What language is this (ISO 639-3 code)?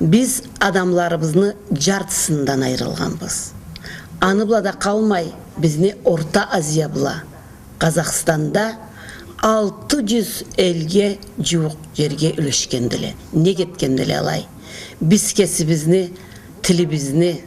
krc